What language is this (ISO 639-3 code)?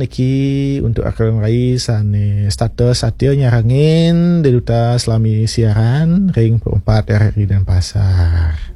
ban